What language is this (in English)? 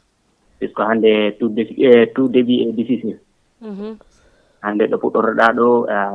Fula